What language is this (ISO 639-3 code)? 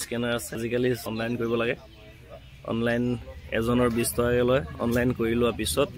asm